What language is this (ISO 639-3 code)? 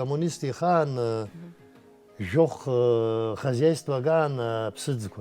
abk